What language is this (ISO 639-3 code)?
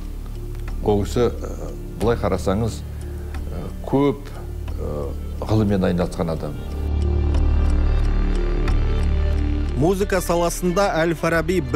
kaz